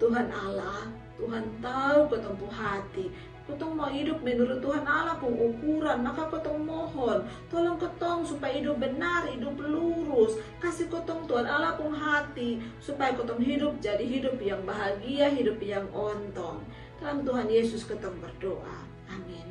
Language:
Kupang Malay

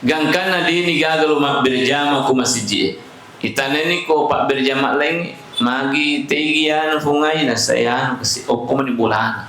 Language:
Buginese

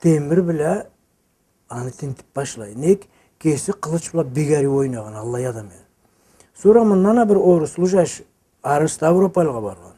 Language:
Karachay-Balkar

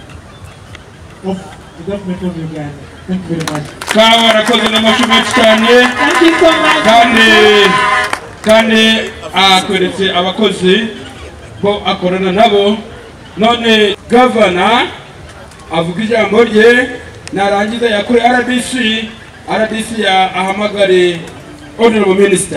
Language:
Kinyarwanda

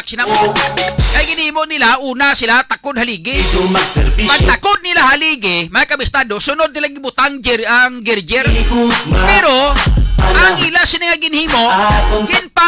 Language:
Hiligaynon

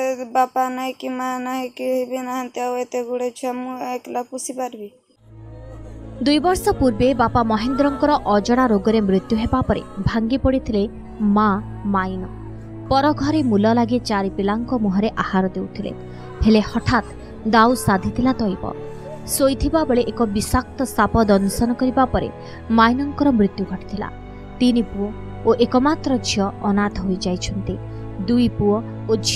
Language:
Odia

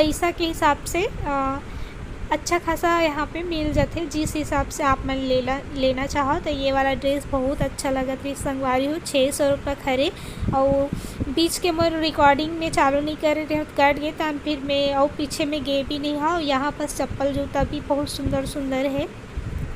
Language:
Chhattisgarhi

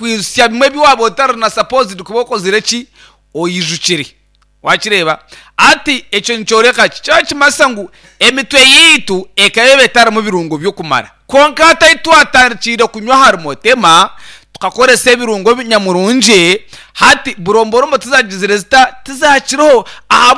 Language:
Nyankole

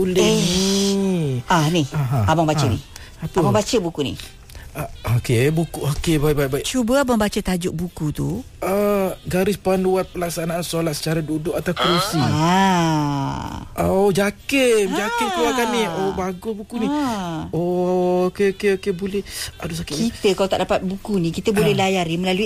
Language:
Malay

